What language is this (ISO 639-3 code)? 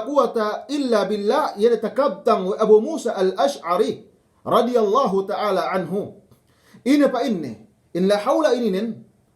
yka